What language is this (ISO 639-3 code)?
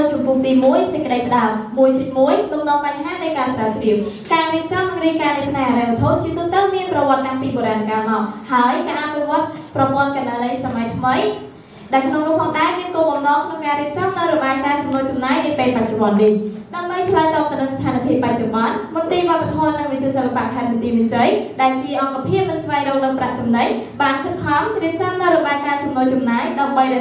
khm